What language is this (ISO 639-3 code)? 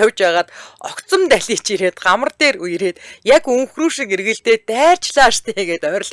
mon